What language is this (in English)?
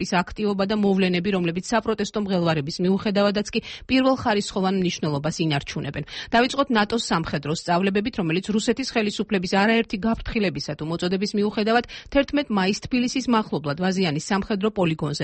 Georgian